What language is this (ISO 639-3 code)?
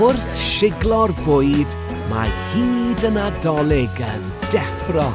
cym